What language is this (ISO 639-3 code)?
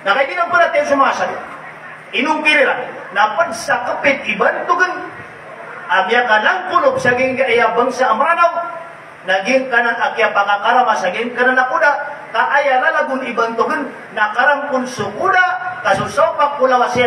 mrw